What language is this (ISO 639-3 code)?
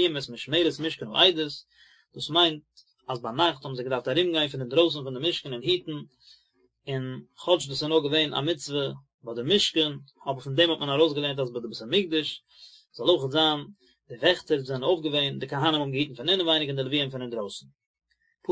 yid